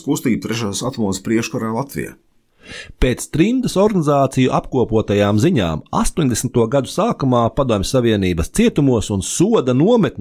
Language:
Latvian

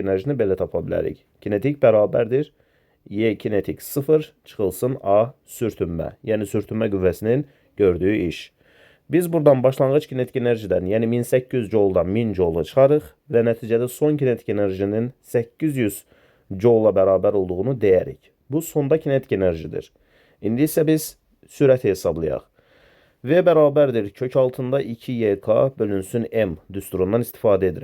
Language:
Azerbaijani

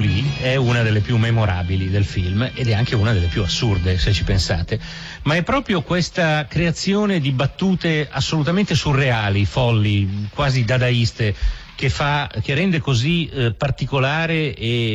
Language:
Italian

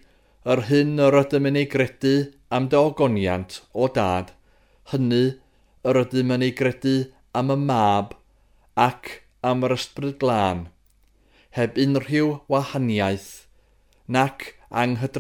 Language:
Welsh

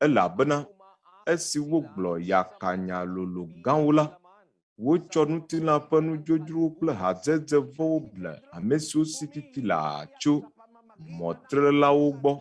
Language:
Ewe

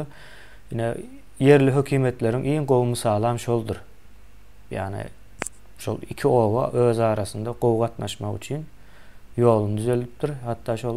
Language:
Turkmen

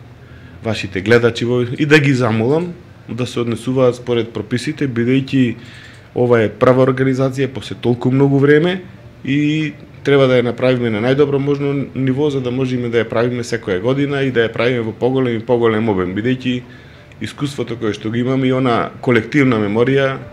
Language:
Macedonian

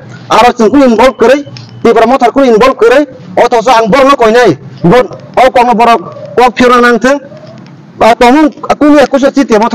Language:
Kok Borok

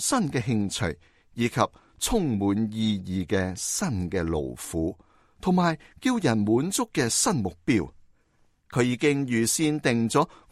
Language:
Cantonese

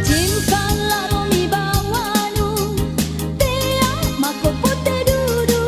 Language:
Makasar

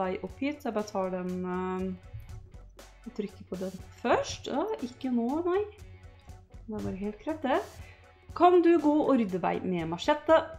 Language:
Norwegian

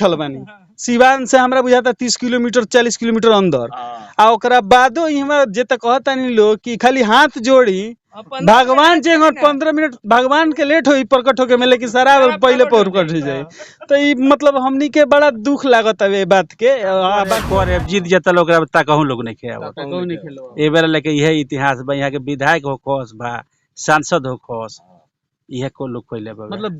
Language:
Bhojpuri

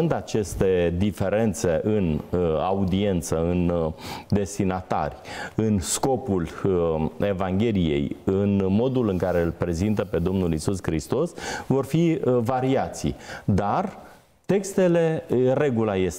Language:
Romanian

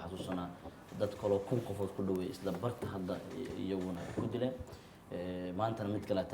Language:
Somali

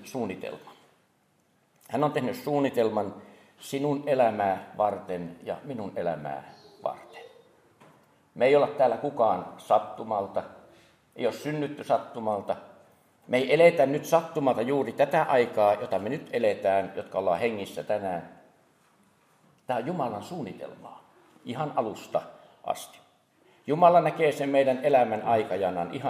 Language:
Finnish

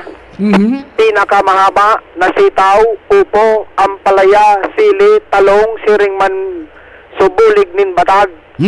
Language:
Bikol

